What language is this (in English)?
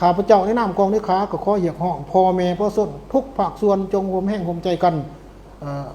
Lao